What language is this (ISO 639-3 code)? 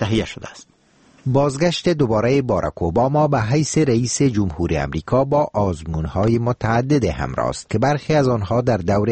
fas